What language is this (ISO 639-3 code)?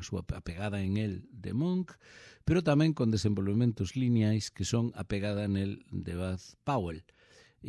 glg